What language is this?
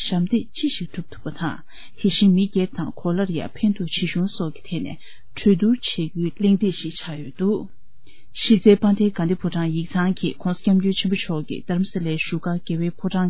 Tibetan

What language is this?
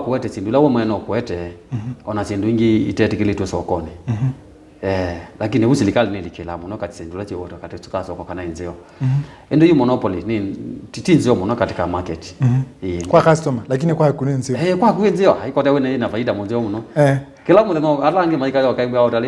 Kamba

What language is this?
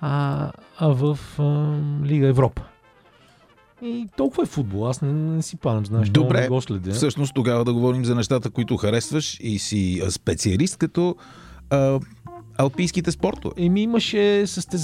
Bulgarian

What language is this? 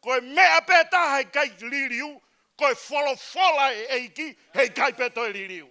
Tongan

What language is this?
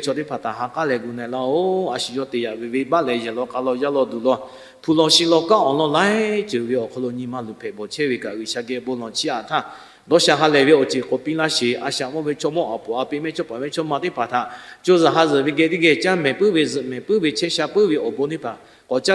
Lahu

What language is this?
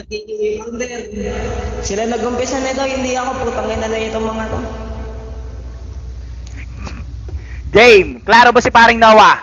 Filipino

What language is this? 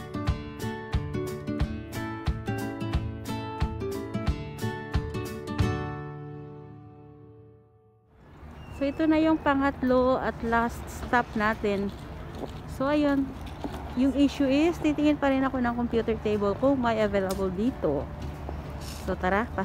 Filipino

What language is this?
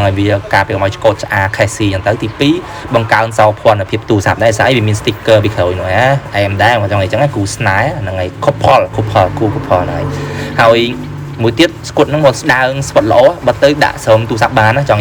Khmer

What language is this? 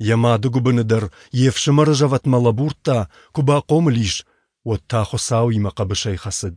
Ossetic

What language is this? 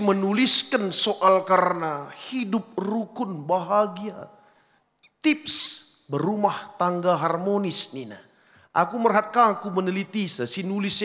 Batak Karo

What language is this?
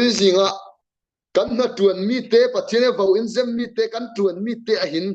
Falam Chin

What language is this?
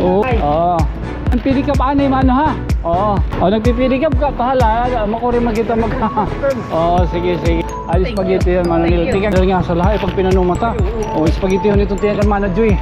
Waray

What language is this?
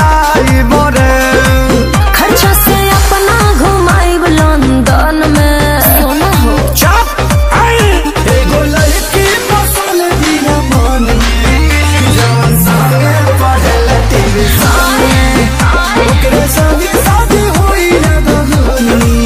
Bhojpuri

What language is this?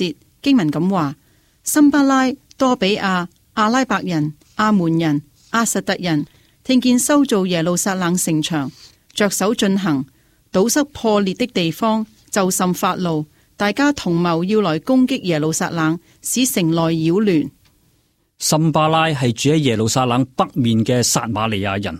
Cantonese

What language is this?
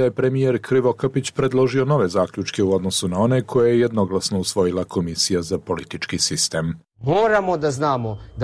Serbian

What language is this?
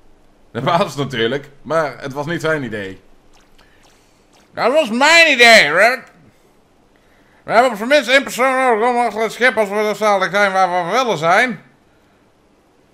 Dutch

